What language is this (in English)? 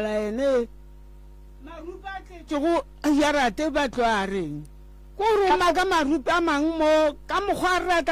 Northern Sotho